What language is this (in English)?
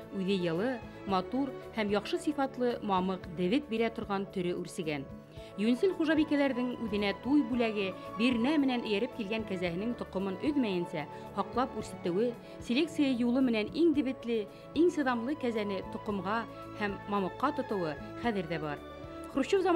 Bashkir